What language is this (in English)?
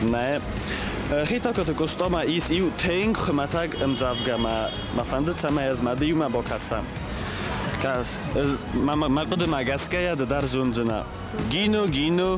Ossetic